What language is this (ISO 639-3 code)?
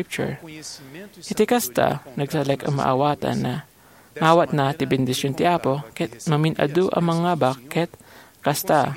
ilo